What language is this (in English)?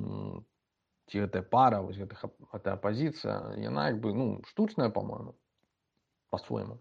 Belarusian